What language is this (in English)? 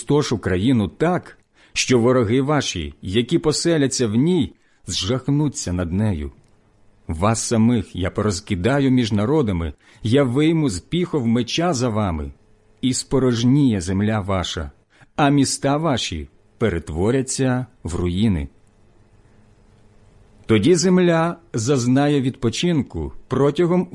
Ukrainian